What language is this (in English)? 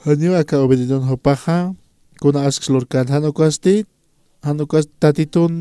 Aymara